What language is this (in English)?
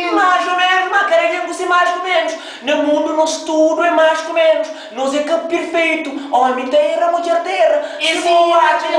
Kabuverdianu